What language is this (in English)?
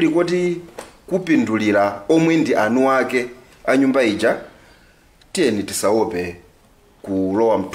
Nyanja